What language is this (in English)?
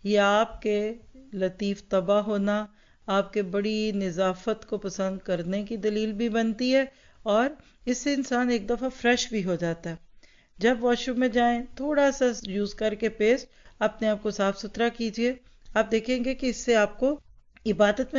Urdu